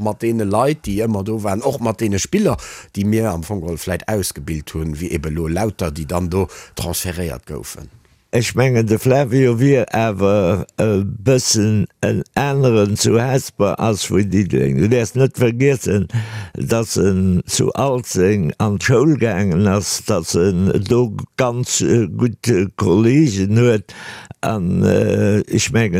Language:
Luxembourgish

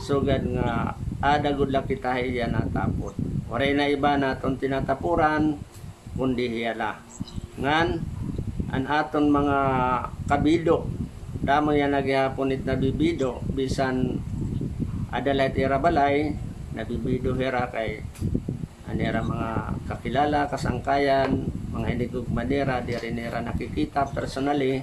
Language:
Waray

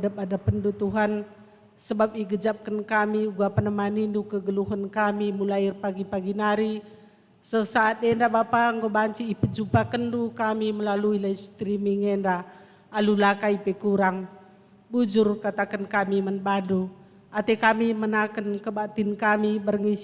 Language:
Batak Karo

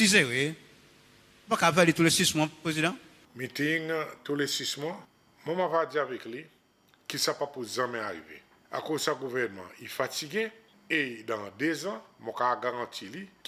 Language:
Seselwa Creole French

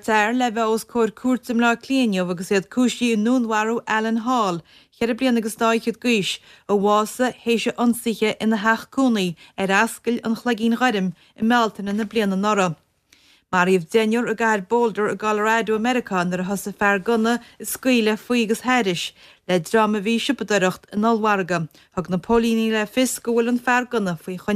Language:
Irish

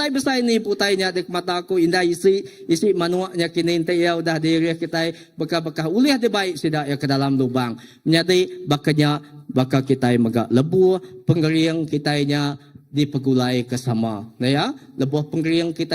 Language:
Iban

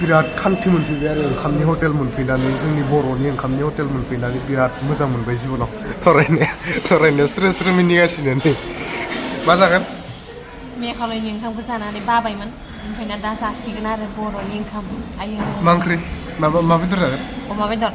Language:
Bodo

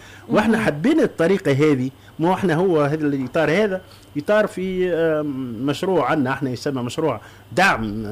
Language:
Tunisian Arabic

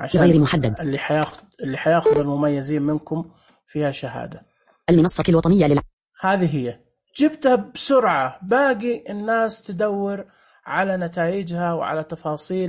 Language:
Najdi Arabic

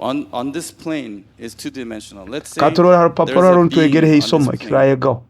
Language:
Nyoro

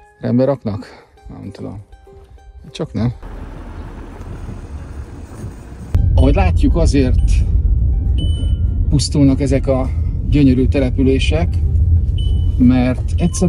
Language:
Hungarian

